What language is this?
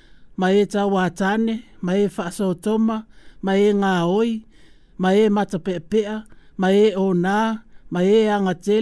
Samoan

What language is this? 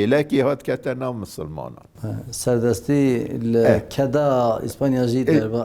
Kurdish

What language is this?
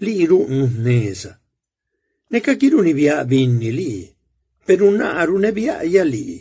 Zapotec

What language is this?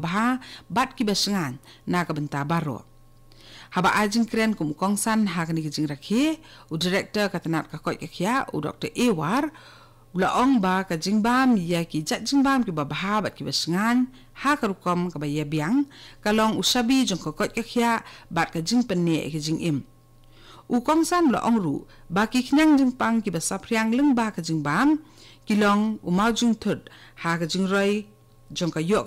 Khasi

